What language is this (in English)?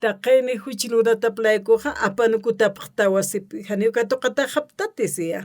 Aymara